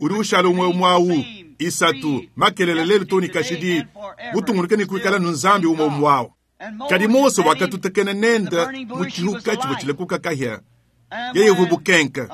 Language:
Luba-Lulua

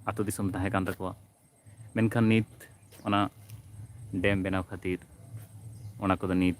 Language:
Santali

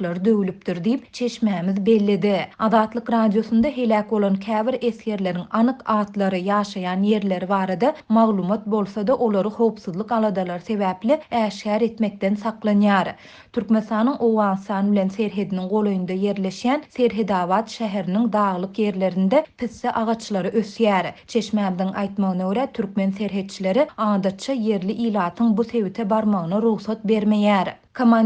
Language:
Turkmen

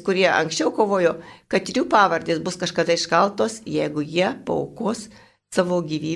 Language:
Lithuanian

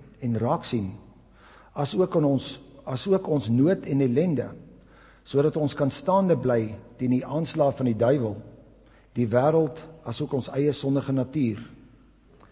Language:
Afrikaans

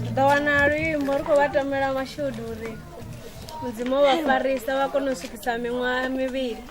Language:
Venda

